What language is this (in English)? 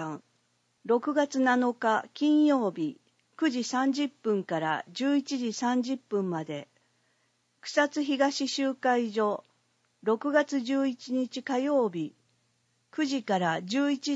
Japanese